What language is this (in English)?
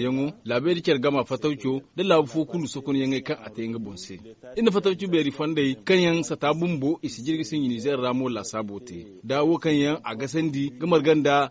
Zarma